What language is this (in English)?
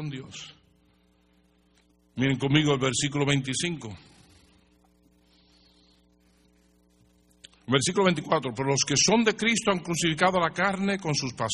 Spanish